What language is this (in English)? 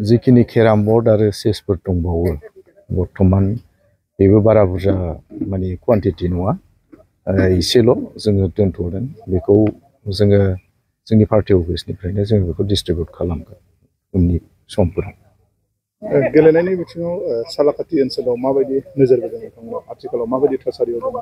Bodo